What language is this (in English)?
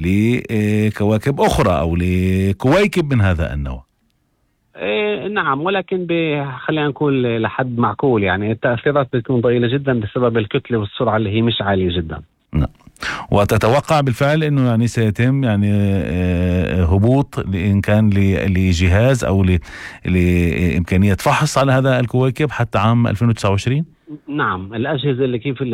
North Levantine Arabic